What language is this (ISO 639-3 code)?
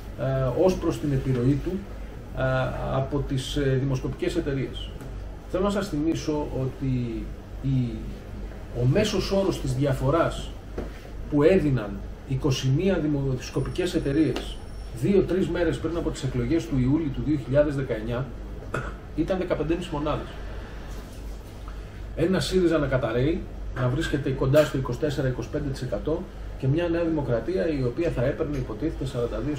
ell